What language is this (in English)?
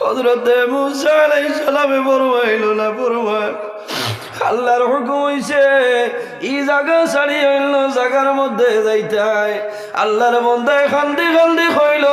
Sylheti